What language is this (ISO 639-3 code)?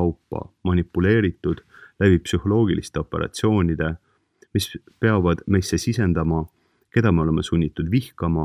est